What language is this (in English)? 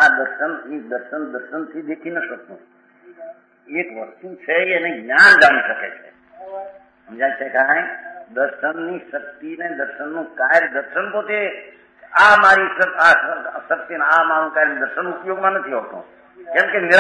Gujarati